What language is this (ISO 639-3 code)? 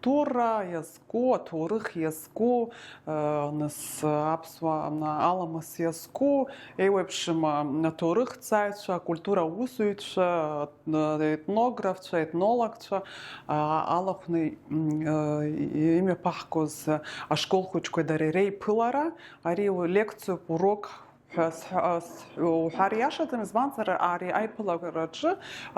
abk